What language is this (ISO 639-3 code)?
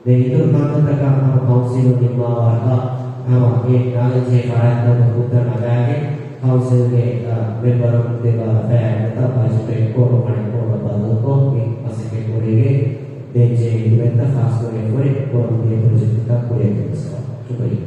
div